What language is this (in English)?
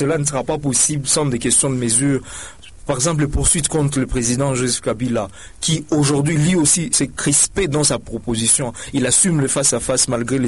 French